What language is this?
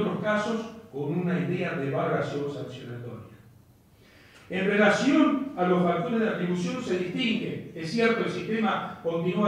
Spanish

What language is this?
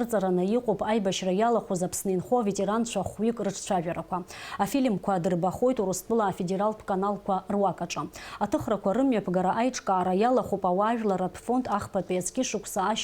Abkhazian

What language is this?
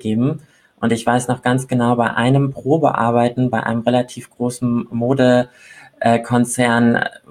German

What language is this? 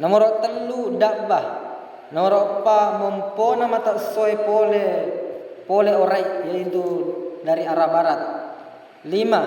Buginese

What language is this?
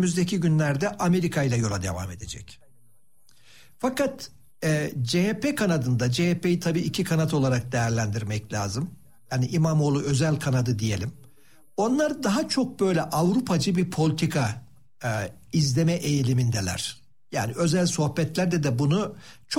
Turkish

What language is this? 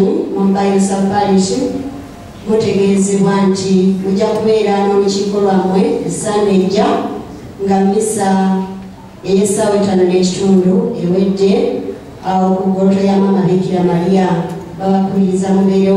Ganda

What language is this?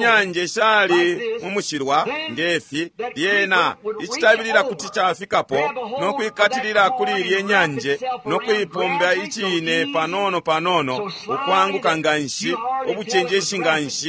Bemba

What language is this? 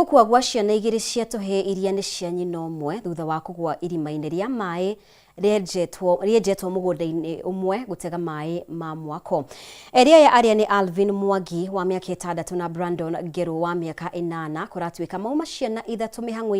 Kikuyu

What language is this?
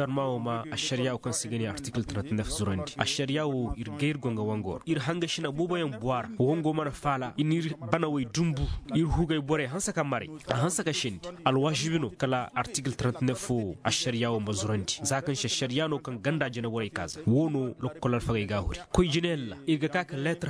Koyraboro Senni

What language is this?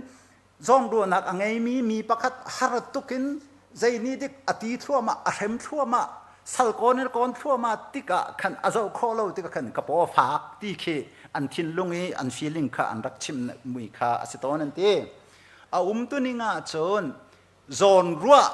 Hakha Chin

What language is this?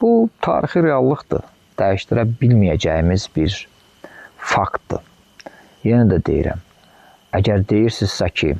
Azerbaijani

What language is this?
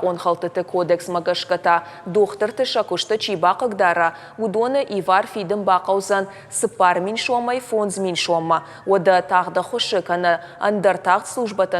Ossetic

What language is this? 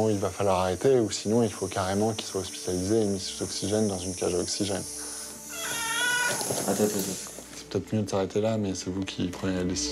French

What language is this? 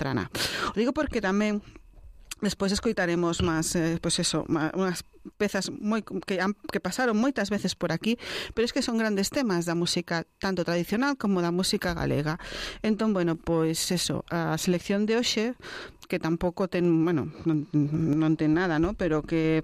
Galician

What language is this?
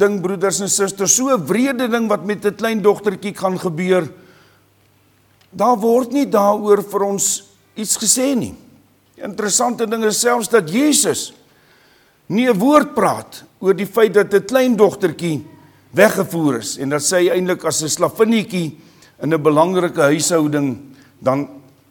Afrikaans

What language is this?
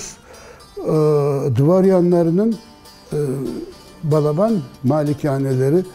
Crimean Tatar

